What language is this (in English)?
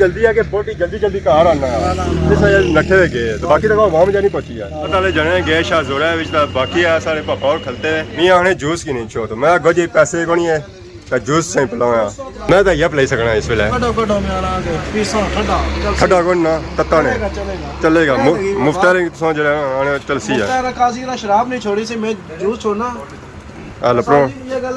Pahari-Potwari